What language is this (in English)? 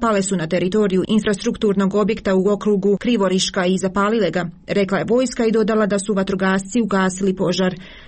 Croatian